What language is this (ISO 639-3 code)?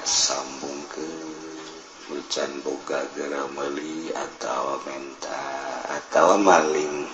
sun